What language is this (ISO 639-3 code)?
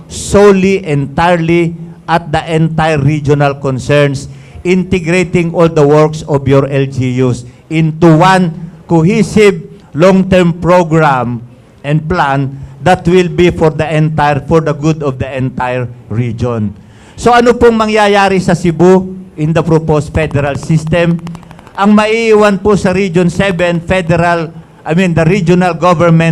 ceb